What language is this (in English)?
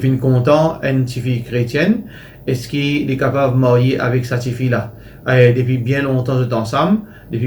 Morisyen